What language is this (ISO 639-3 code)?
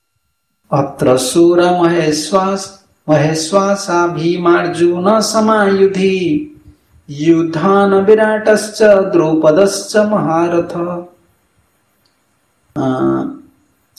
ori